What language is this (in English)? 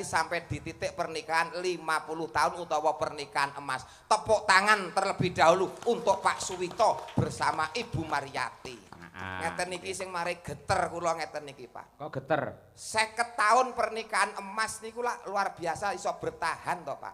Javanese